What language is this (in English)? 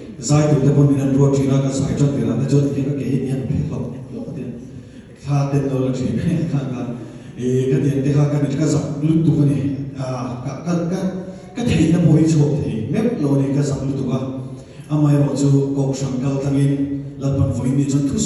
Mizo